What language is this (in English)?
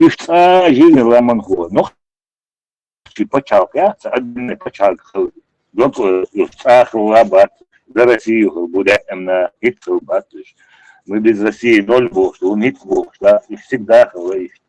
Chechen